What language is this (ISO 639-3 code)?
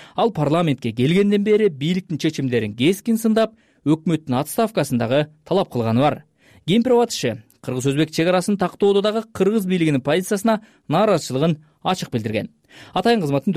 kir